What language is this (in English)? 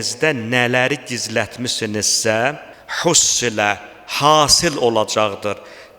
Azerbaijani